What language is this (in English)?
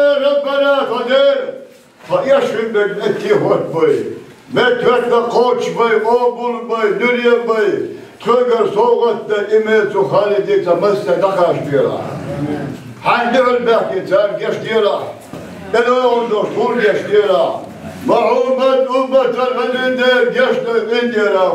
Chechen